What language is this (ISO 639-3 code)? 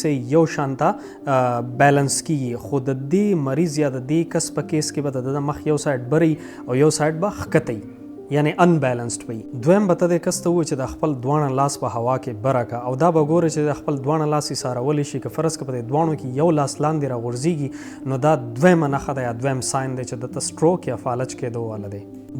pus